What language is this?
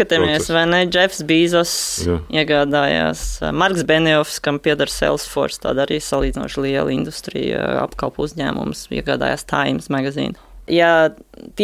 Latvian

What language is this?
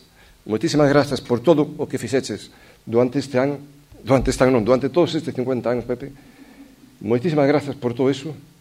Galician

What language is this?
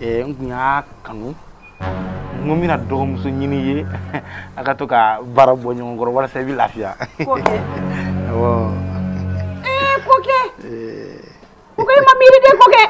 Bambara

